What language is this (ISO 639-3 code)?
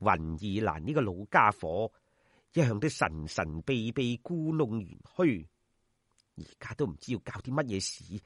yue